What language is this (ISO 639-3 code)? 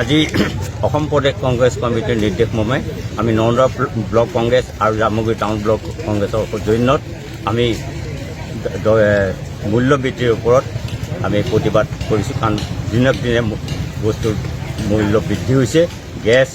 asm